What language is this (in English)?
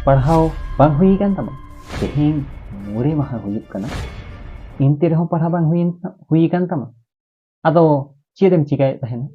Santali